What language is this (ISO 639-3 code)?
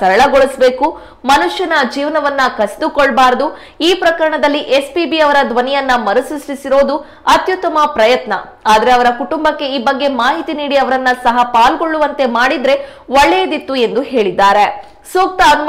kan